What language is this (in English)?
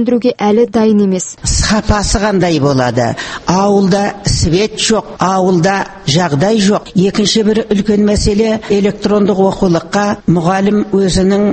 Kazakh